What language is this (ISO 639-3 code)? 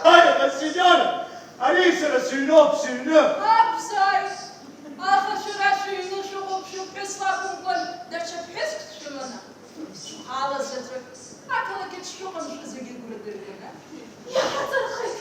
abk